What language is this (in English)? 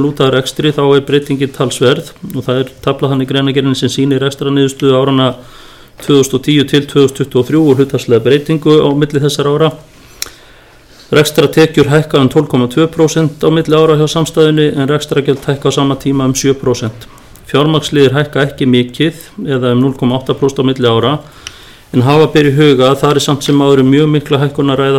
Icelandic